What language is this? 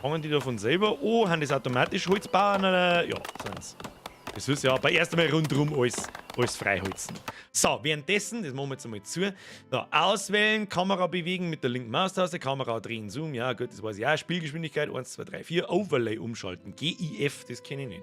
Bavarian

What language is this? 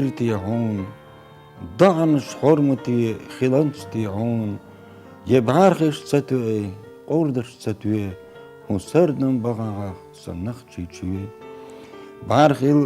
Chechen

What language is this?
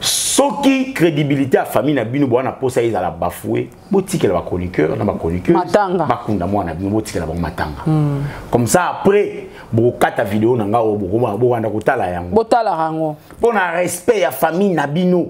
Lingala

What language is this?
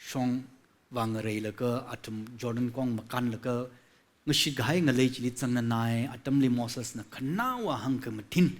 Tangkhul Naga (India)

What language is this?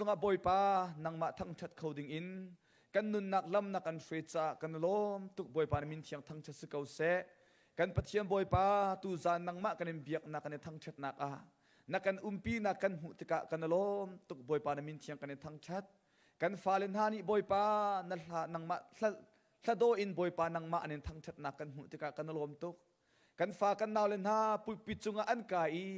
Hakha Chin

